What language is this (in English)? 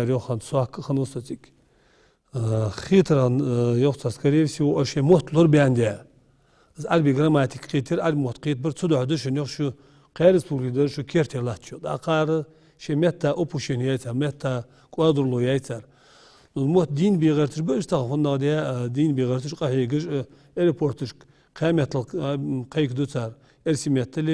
Ingush